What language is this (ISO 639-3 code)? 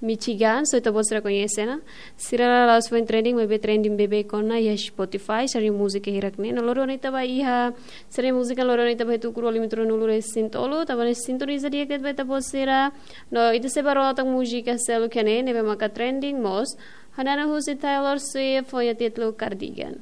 tet